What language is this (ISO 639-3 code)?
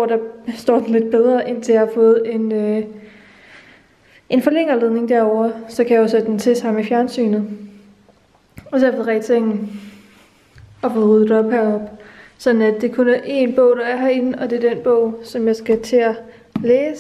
dan